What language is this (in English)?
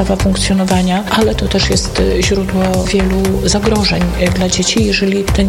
Polish